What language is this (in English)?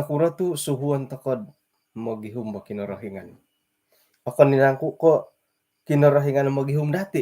Central Dusun